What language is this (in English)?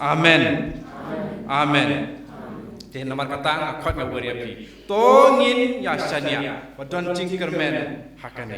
Khasi